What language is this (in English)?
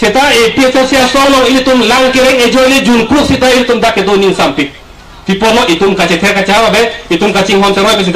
Karbi